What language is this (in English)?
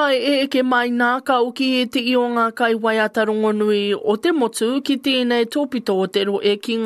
Māori